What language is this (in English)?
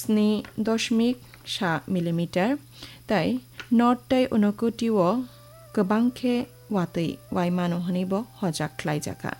Kok Borok